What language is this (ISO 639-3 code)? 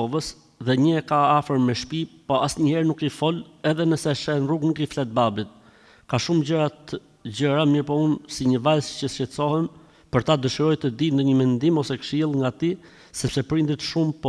sqi